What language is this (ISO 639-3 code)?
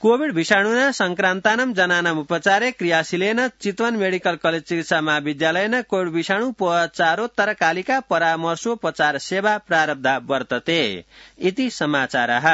san